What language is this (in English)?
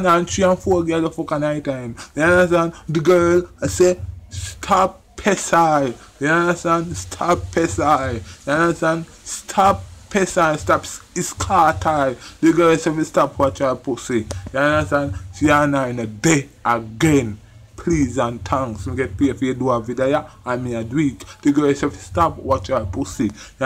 Jamaican Creole English